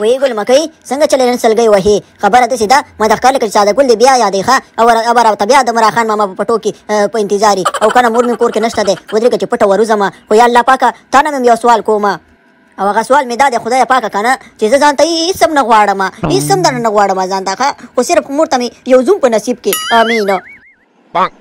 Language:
Pashto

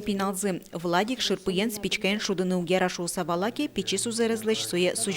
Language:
Udmurt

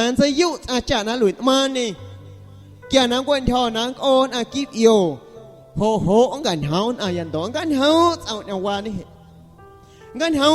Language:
Guerrero Amuzgo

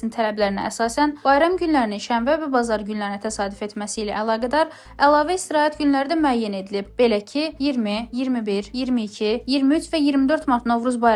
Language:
Azerbaijani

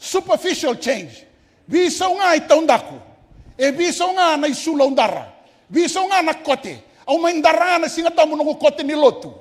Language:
Fijian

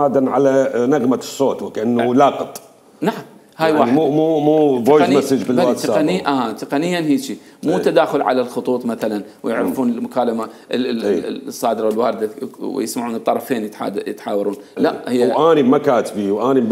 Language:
Mesopotamian Arabic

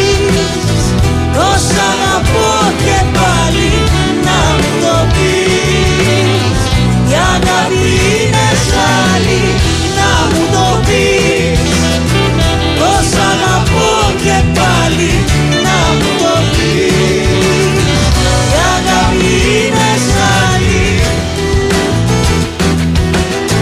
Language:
Greek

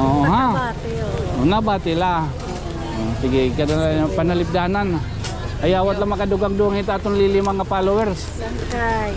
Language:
Waray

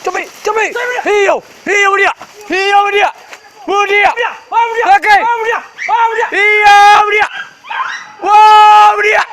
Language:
Minangkabau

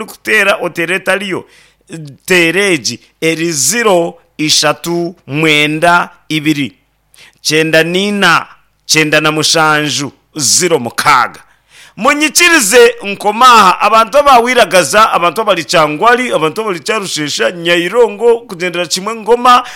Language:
Nyankole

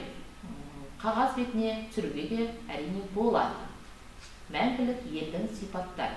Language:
Kazakh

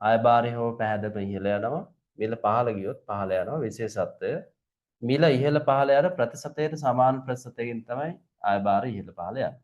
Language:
Sinhala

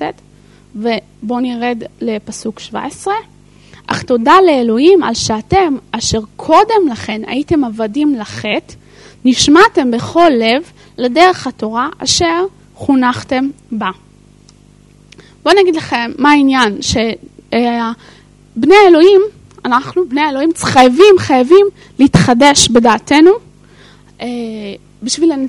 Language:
Hebrew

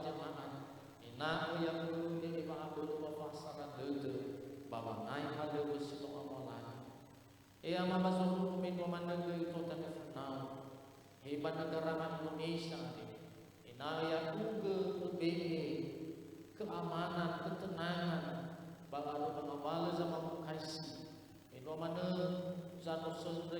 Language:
Nias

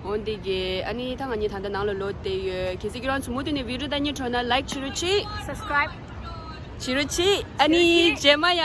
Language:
Tibetan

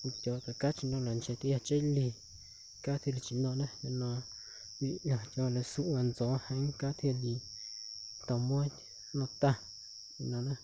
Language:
Hmong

